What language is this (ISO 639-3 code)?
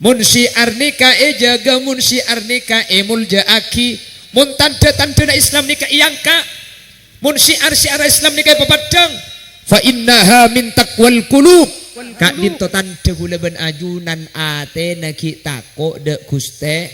mad